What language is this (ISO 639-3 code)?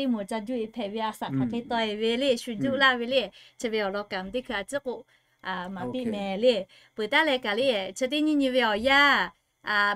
lhu